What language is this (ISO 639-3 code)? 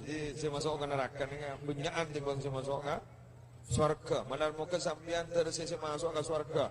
mad